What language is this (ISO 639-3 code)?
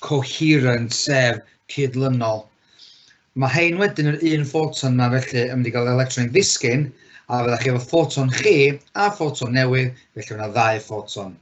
cym